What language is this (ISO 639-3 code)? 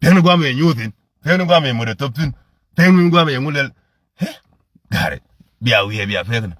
nus